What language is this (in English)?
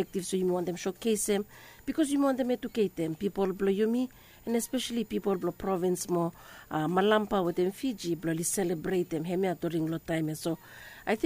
Bislama